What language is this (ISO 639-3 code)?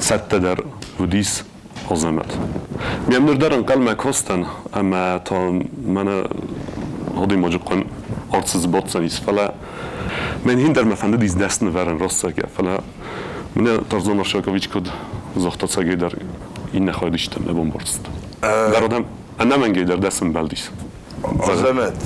oss